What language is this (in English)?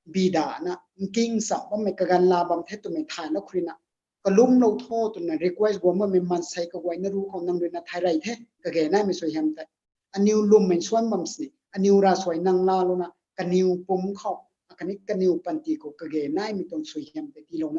Rongmei Naga